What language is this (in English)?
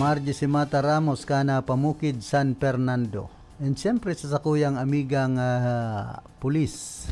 Bikol